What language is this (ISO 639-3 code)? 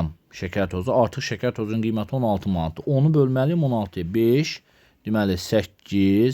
aze